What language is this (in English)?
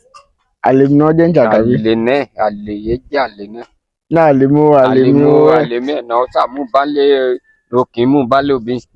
Yoruba